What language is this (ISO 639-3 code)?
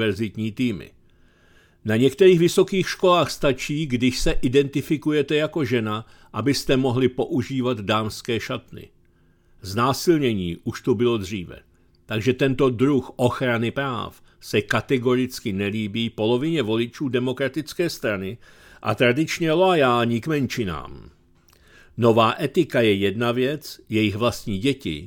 ces